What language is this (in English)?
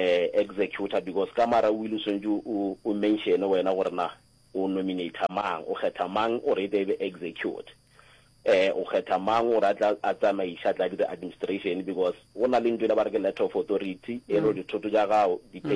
Northern Sotho